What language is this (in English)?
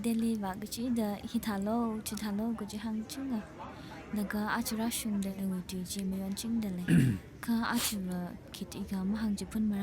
Tangkhul Naga (India)